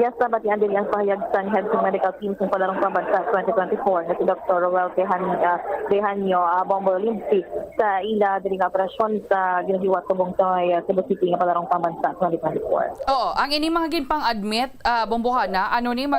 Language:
Hiligaynon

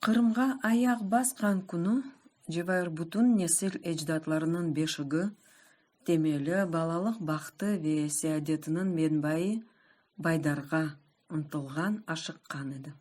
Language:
Crimean Tatar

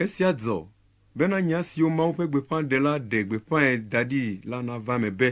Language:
Ewe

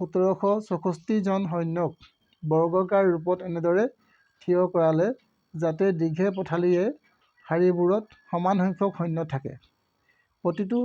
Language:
Assamese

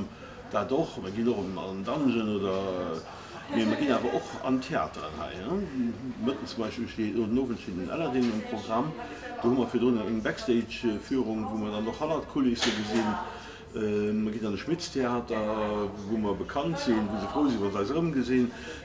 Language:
Luxembourgish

